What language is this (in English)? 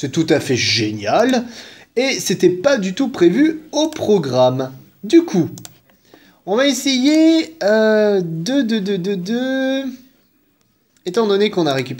French